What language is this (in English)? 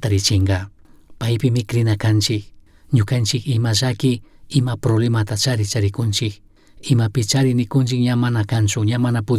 Chimborazo Highland Quichua